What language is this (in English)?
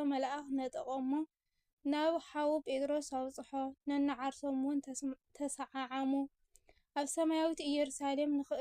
Tigrinya